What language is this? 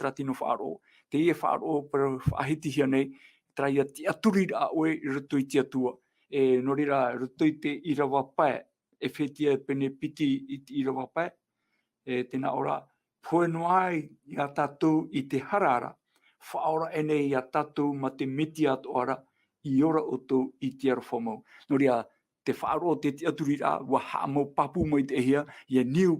Tahitian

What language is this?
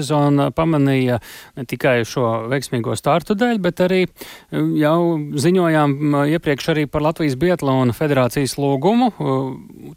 Latvian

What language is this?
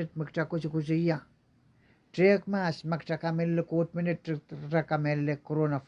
Pohnpeian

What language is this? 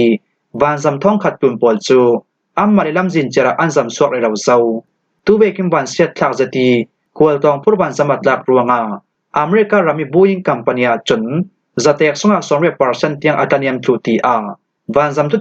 Falam Chin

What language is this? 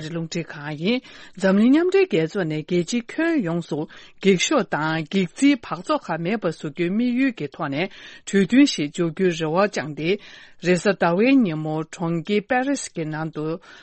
Tibetan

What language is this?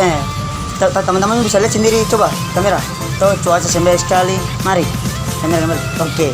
Ambonese Malay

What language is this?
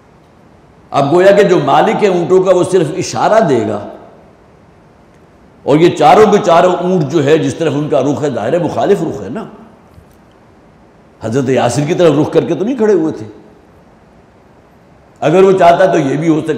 Urdu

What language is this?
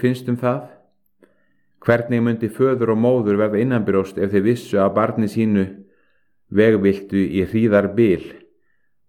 Icelandic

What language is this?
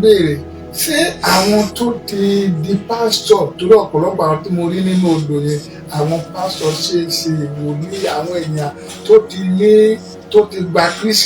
Yoruba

